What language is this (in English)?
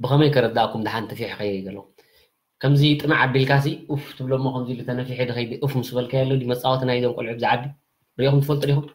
Tigrinya